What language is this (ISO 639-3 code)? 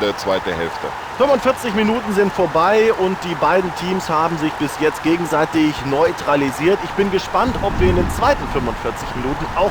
bar